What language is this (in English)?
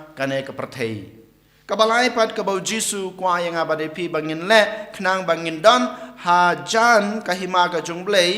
Khasi